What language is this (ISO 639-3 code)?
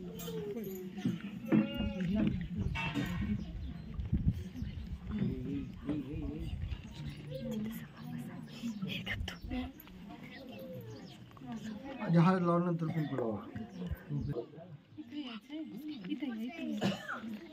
mar